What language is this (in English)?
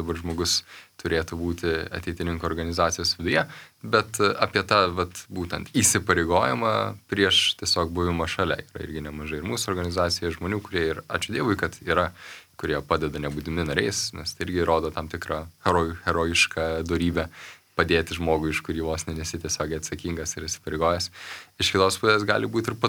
Lithuanian